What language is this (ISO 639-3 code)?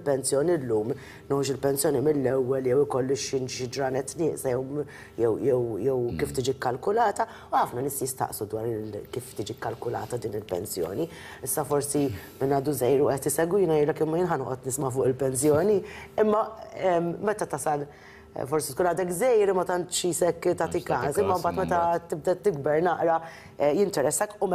mlt